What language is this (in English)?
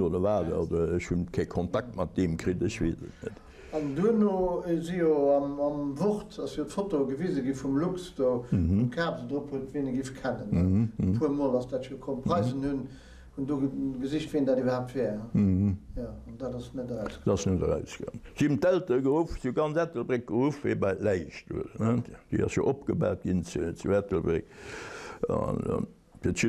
Luxembourgish